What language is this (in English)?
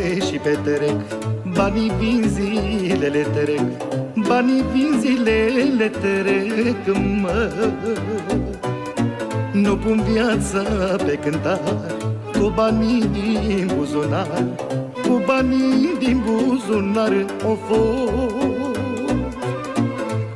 Romanian